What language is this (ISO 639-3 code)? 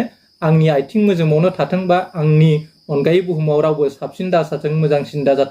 brx